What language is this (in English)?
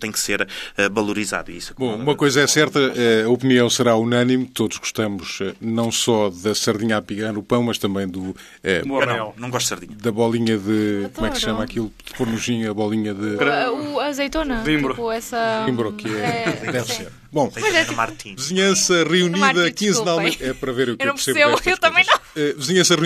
Portuguese